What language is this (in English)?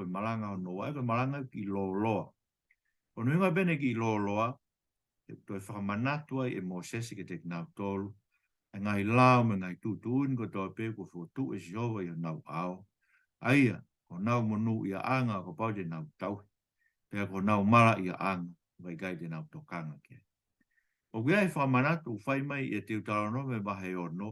Tongan